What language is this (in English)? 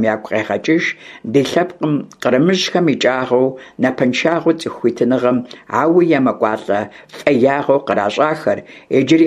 Kabardian